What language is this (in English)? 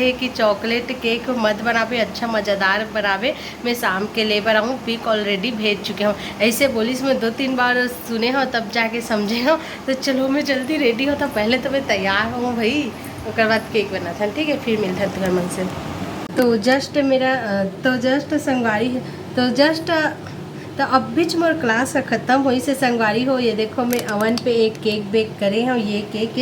Chhattisgarhi